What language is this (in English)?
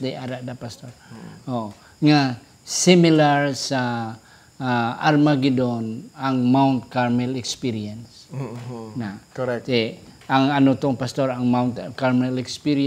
Hiligaynon